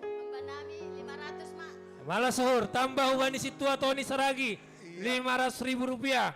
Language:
Batak Simalungun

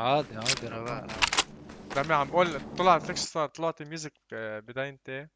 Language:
North Levantine Arabic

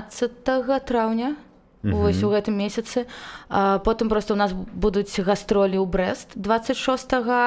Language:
Belarusian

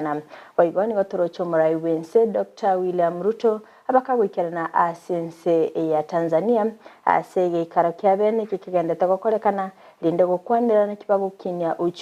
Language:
Gusii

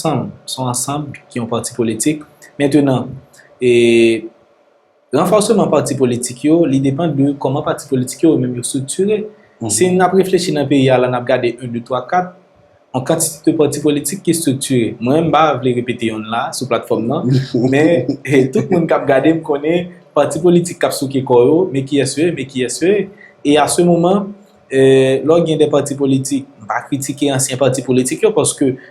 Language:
Haitian Creole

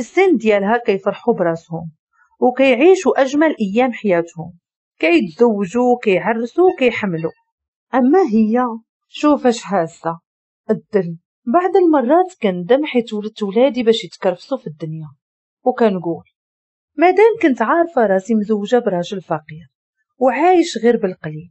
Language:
Moroccan Arabic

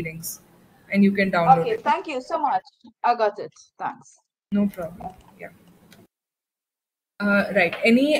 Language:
English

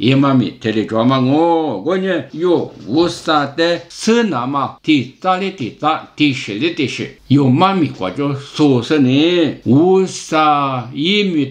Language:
Lisu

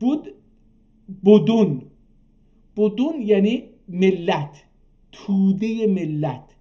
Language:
South Azerbaijani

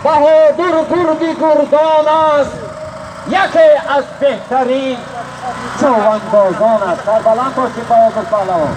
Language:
Tajik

